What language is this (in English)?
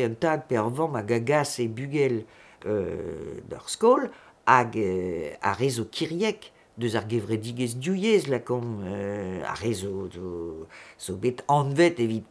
Breton